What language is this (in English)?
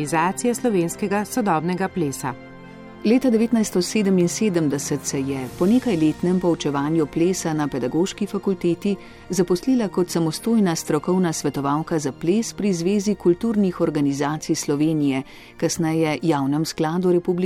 Slovenian